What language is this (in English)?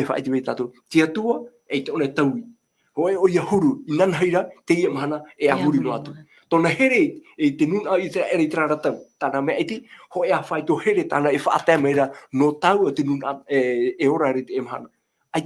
Tahitian